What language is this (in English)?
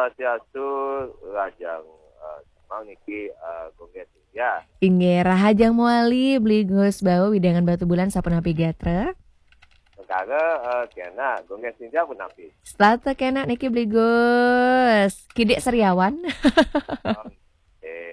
Balinese